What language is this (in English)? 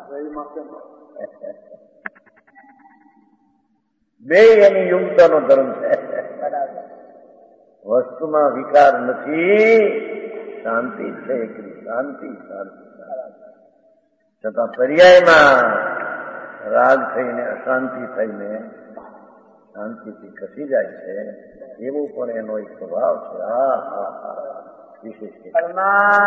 Gujarati